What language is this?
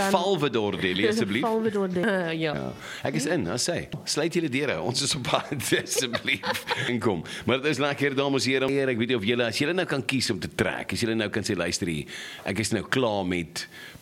Afrikaans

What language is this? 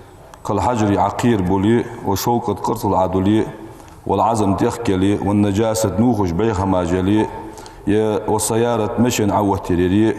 Ingush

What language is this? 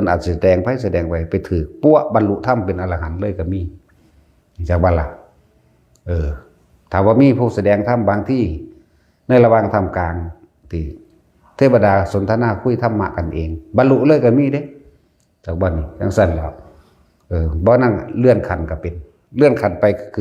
Northeastern Thai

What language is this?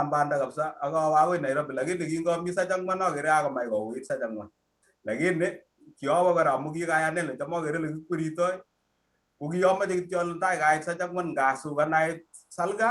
Kalenjin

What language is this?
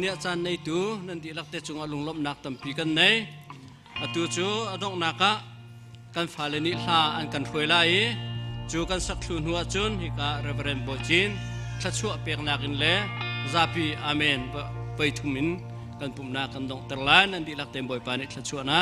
Hakha Chin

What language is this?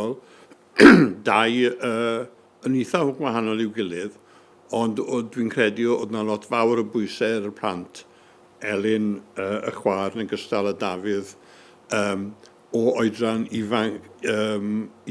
Welsh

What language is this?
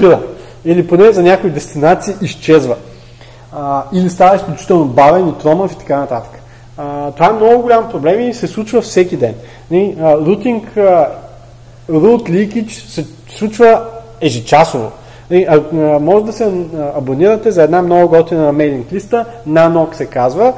Bulgarian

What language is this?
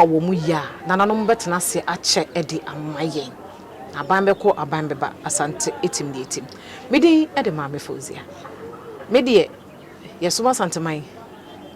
Akan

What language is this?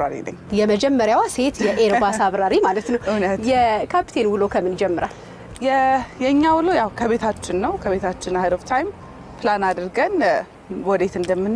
Amharic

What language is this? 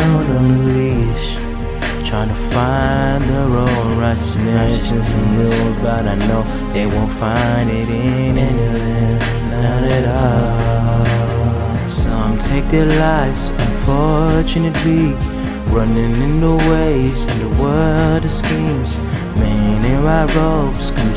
English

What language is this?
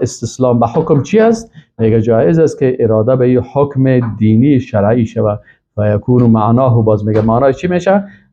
Persian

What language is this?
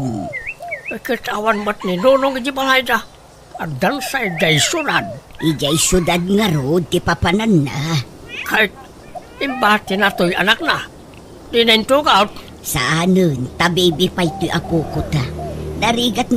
Iloko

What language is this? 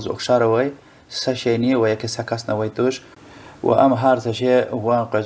Lezghian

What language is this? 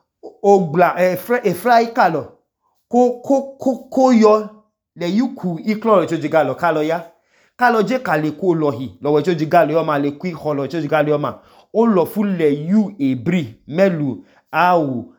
Idoma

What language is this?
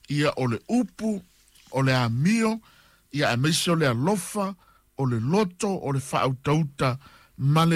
Samoan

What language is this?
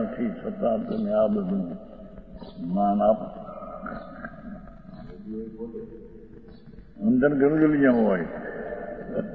Gujarati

